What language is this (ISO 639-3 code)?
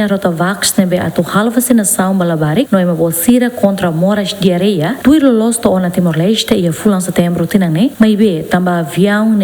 tet